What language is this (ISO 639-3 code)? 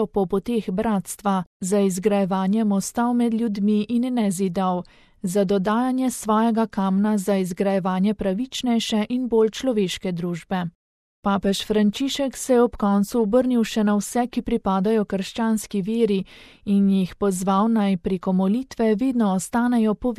slv